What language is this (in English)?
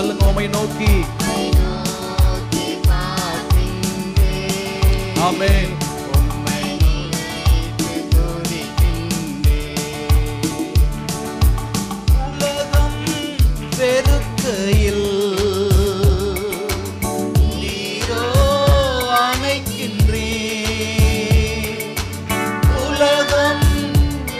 Tamil